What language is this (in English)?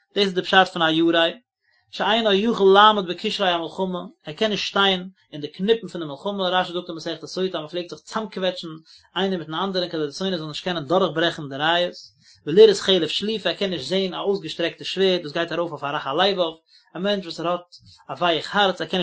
Yiddish